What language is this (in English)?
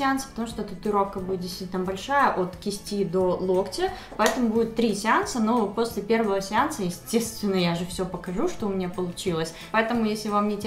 Russian